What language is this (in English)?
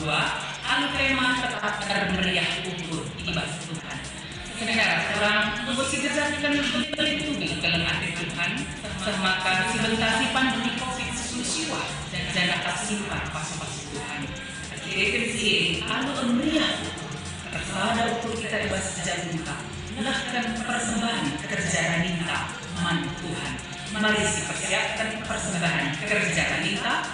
Batak Karo